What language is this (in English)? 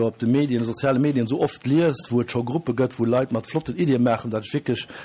Luxembourgish